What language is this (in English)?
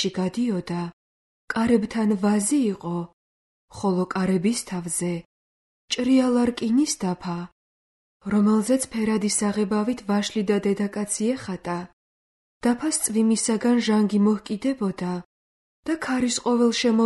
Georgian